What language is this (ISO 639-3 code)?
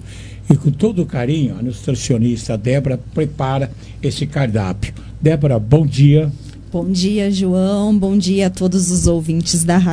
por